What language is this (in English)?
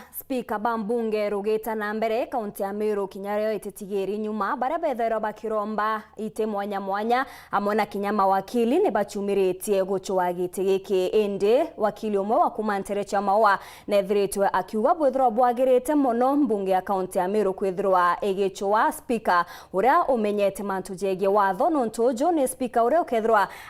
Meru